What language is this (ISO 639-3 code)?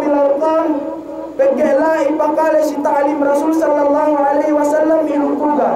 yka